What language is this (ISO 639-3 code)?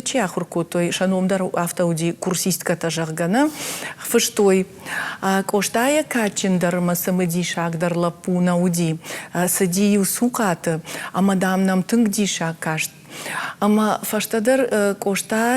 oss